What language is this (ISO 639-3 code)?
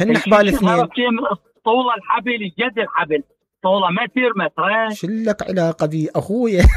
acm